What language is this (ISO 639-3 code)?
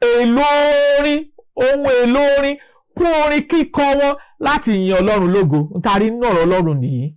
yor